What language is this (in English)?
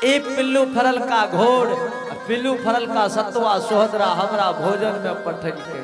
Angika